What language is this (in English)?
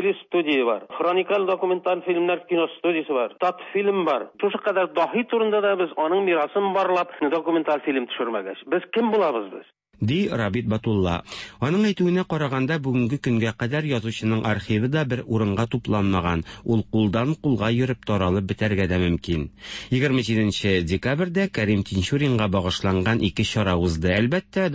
Tatar